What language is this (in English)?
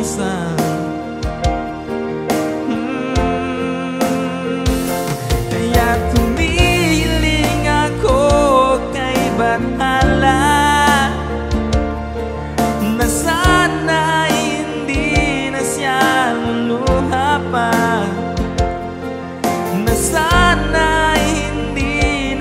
Filipino